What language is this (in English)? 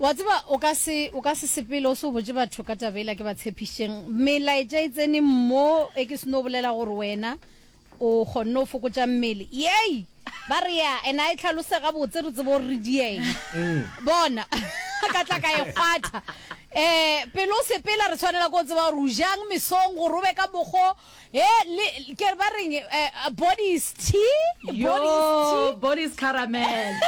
Northern Sotho